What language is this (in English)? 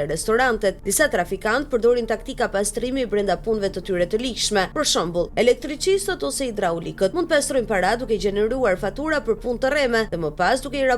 Albanian